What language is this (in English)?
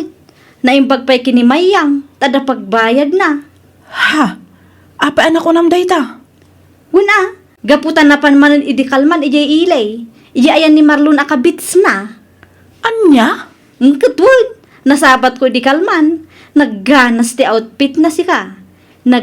Iloko